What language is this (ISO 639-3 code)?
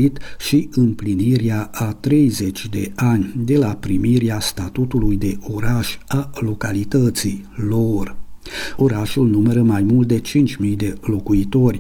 ron